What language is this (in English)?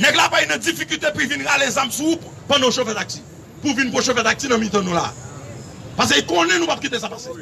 Haitian Creole